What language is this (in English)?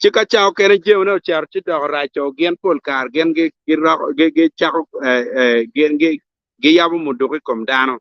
Acoli